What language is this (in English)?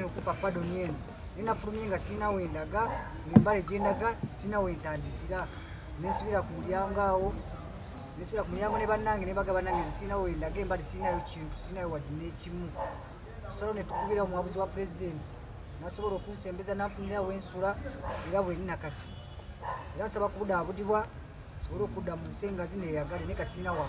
Ganda